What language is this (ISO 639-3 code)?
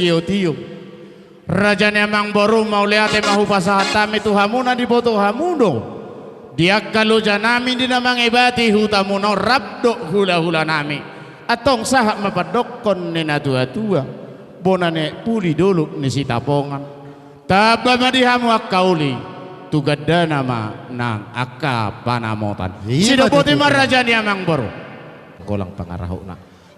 bbc